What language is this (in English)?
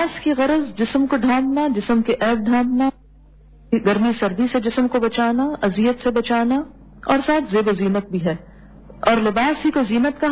Urdu